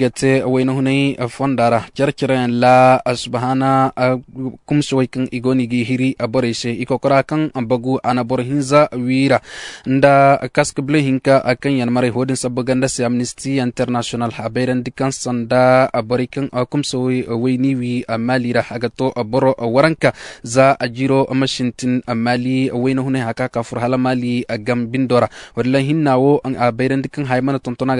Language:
Zarma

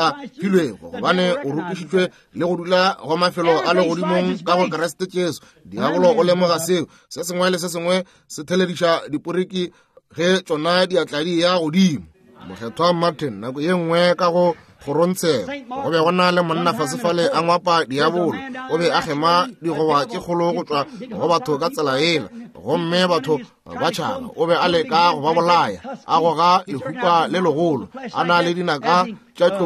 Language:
Northern Sotho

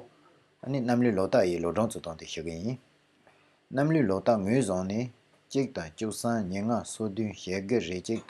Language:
Tibetan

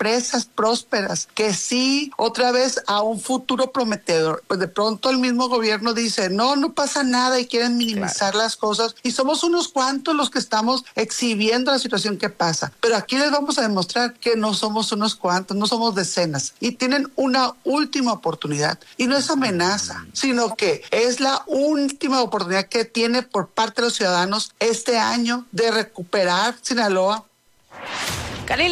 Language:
Spanish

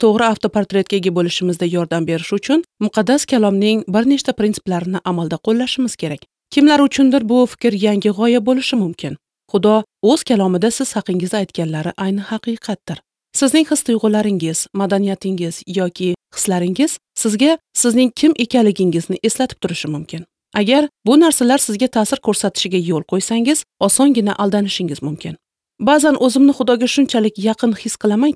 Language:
Uzbek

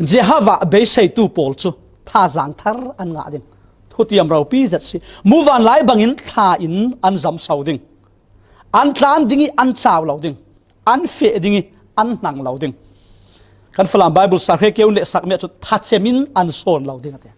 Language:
Falam Chin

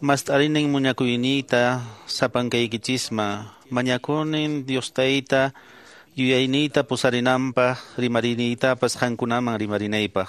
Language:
Quechua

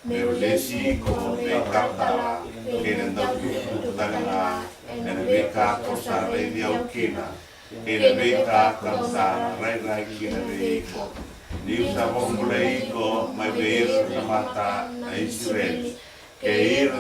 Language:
Fijian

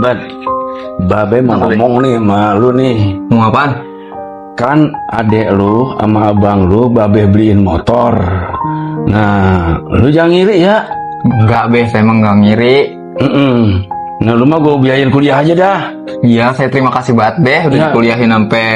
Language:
Betawi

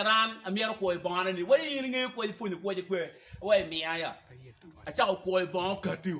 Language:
Acoli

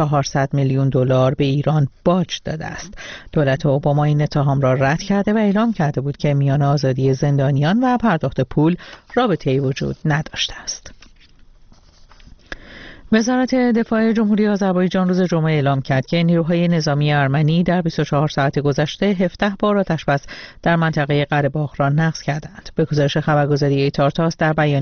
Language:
Persian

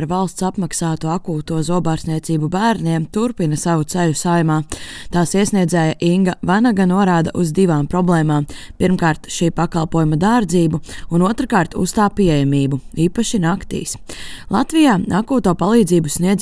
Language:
Latvian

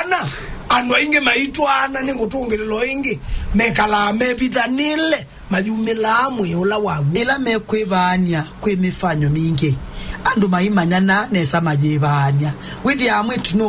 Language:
Kamba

